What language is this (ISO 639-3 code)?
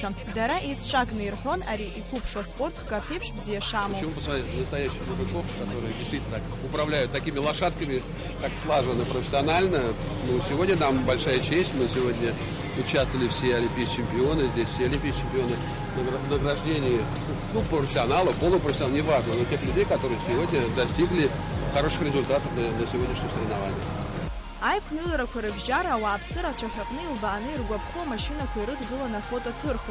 abk